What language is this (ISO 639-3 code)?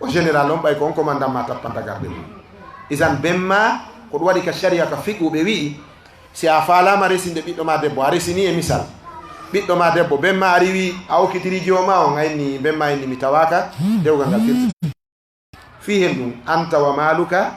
ful